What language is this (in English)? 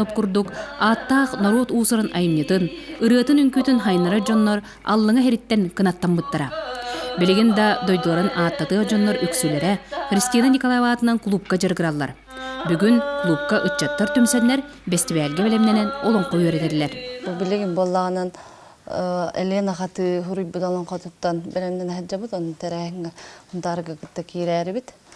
Yakut